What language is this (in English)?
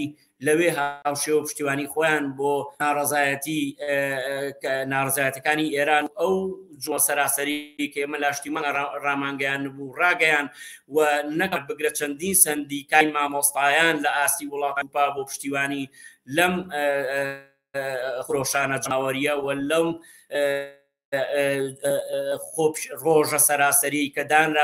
Central Kurdish